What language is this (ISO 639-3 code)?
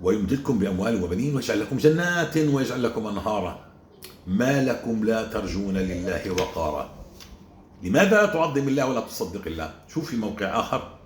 apc